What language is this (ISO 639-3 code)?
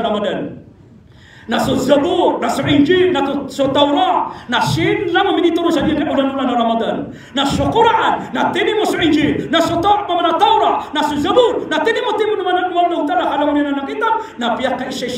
mrw